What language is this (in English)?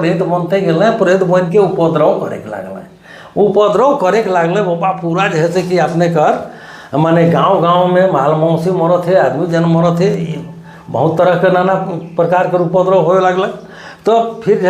Sadri